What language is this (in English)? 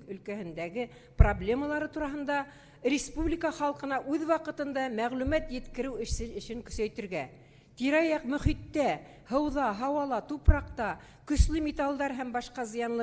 Bashkir